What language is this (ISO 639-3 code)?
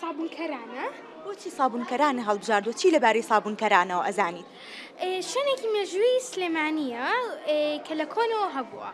ckb